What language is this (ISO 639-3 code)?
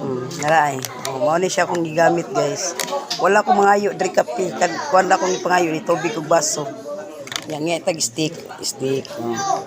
ceb